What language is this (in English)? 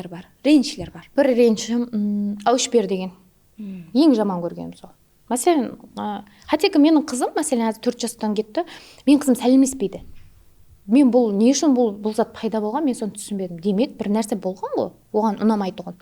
Kara-Kalpak